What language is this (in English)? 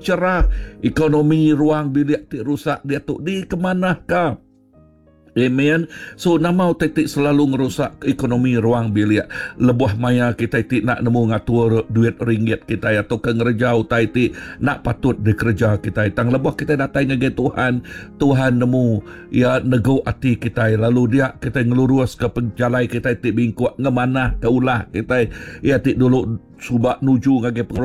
Iban